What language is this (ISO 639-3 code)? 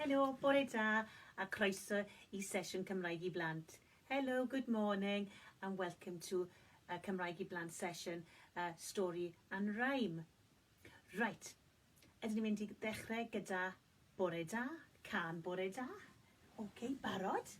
cym